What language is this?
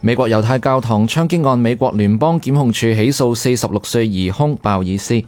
Cantonese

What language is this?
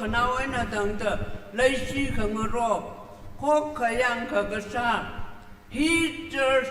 Tangkhul Naga (India)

